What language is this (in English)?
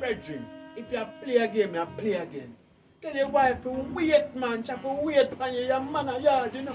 Jamaican Creole English